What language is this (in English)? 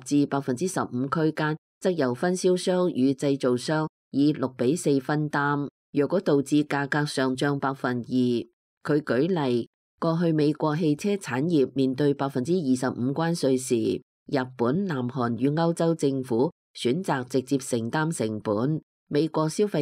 Cantonese